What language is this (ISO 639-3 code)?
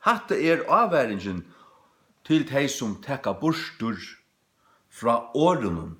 fao